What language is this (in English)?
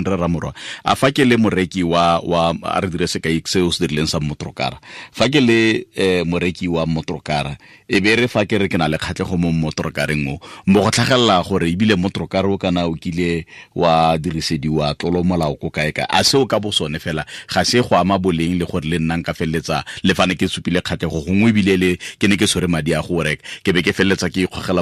Tswana